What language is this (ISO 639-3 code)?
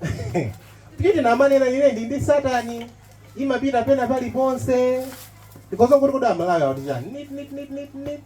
nya